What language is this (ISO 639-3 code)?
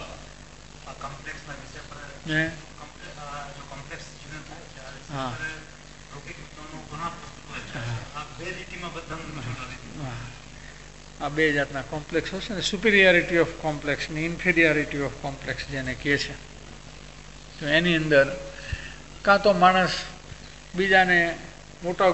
guj